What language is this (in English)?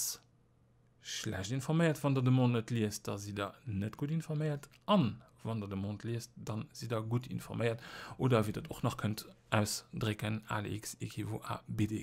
Luxembourgish